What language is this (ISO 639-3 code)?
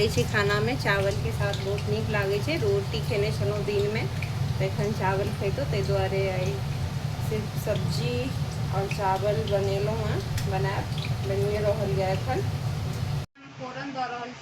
mai